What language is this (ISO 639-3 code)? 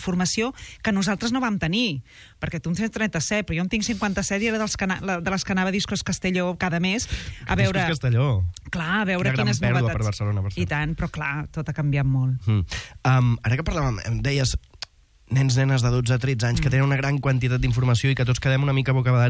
cat